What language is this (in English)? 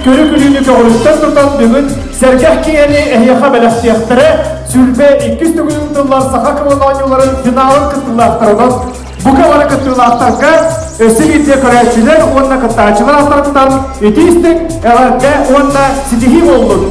Yakut